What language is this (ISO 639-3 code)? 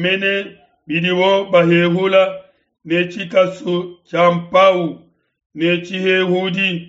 lua